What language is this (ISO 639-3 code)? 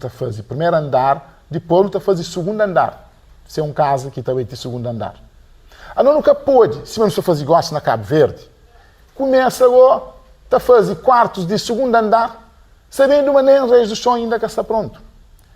kea